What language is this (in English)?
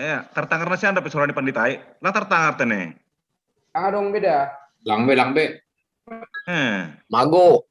Batak Simalungun